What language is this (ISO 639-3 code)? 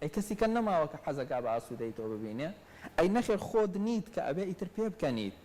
ckb